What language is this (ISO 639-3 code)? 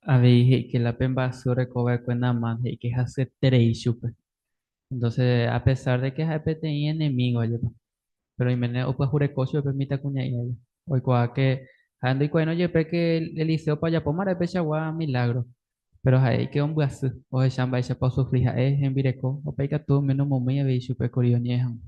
grn